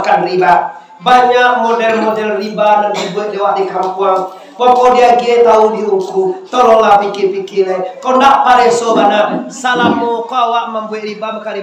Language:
Minangkabau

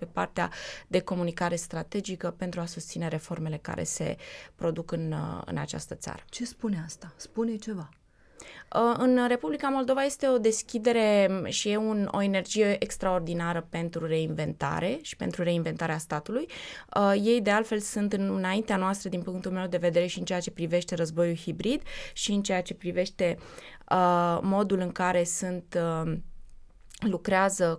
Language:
Romanian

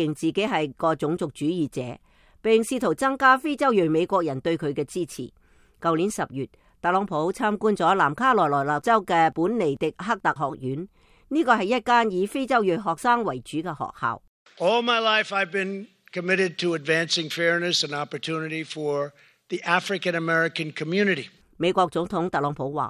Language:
Cantonese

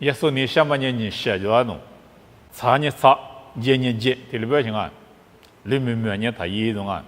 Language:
Lisu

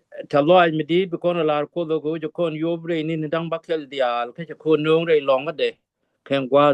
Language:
Nuer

